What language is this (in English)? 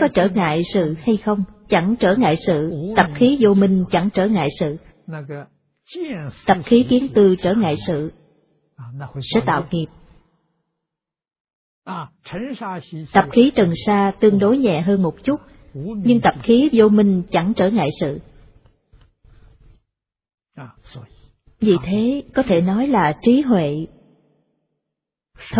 Vietnamese